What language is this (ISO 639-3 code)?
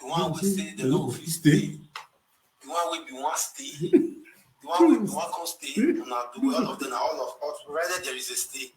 pcm